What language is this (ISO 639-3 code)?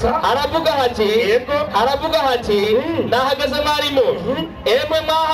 run